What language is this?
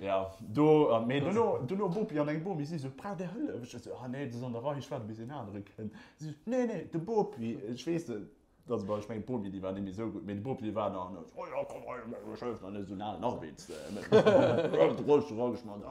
Luxembourgish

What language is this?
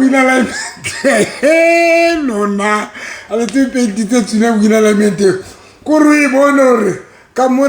Southern Sotho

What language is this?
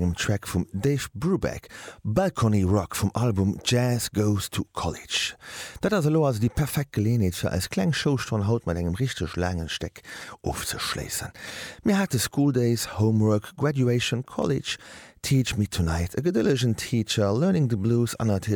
Luxembourgish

